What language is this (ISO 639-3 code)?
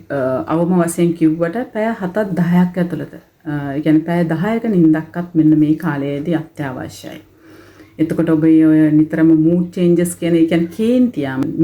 sin